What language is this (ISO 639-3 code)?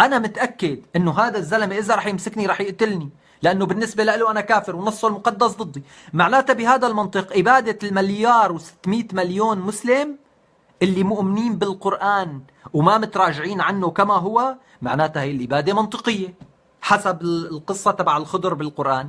apc